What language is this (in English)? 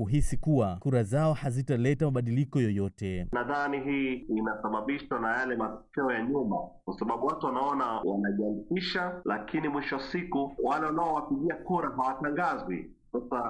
Swahili